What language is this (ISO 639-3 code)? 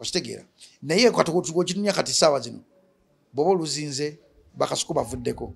lug